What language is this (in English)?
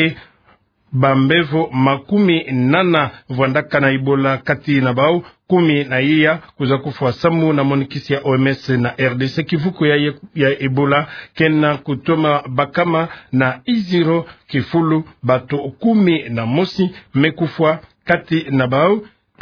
Kituba (Democratic Republic of Congo)